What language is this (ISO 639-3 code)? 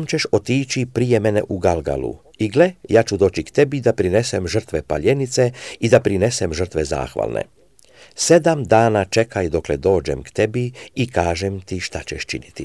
srp